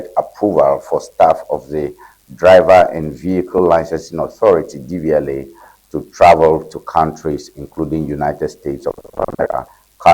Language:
Ewe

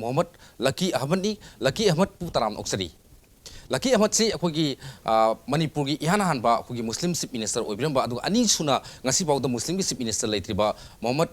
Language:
Manipuri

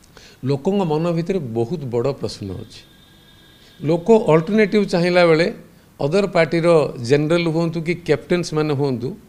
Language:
Odia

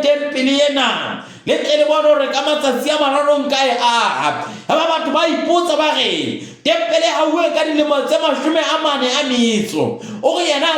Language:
Southern Sotho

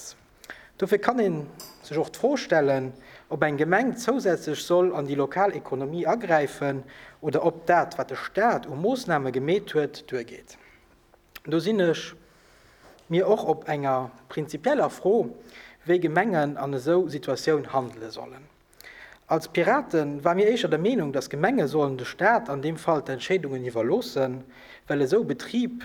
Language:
Luxembourgish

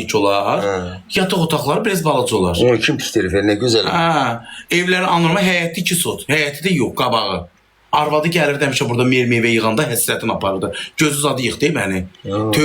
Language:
Azerbaijani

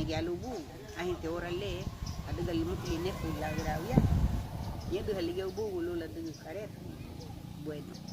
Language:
Garifuna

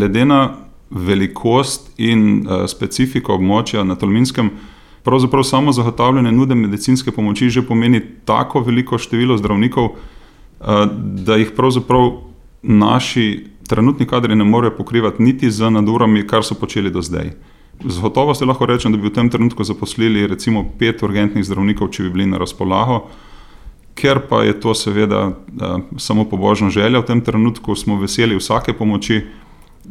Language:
Slovenian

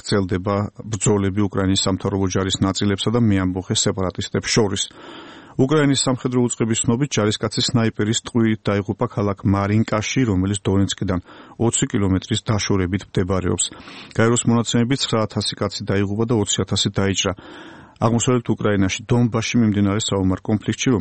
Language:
Georgian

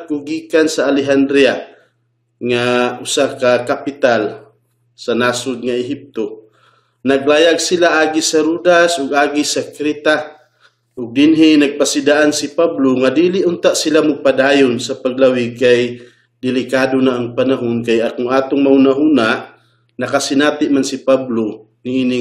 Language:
Cebuano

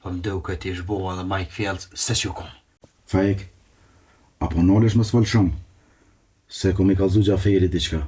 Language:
Albanian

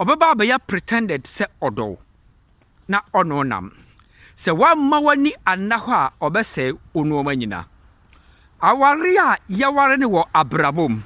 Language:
Akan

